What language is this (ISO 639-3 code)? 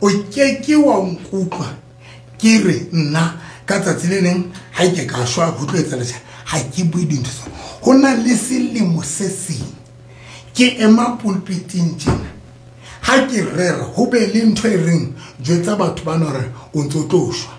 sot